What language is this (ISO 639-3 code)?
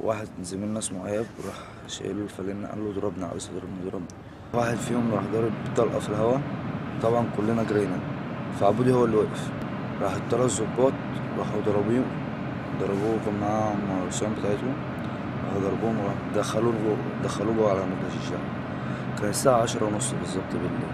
arz